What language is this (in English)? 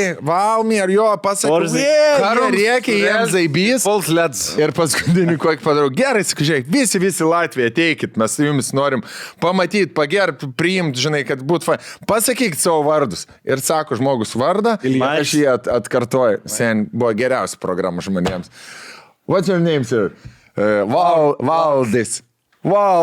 Lithuanian